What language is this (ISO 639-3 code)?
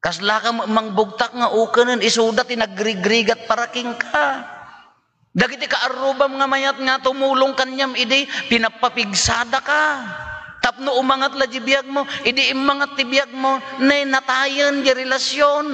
ilo